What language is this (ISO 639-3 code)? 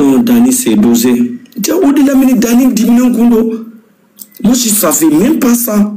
bam